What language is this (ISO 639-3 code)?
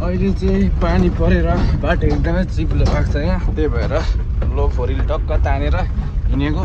nep